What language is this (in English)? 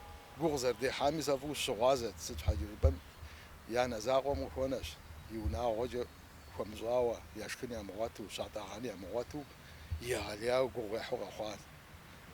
Kabardian